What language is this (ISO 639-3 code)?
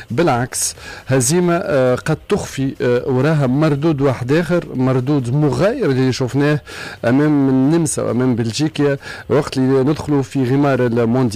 aeb